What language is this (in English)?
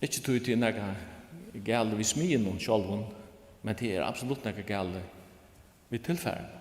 Faroese